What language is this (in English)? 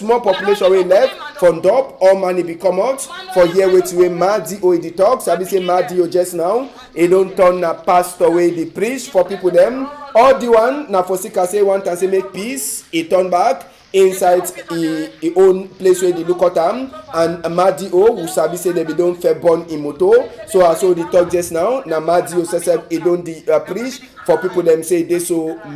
Cameroon Pidgin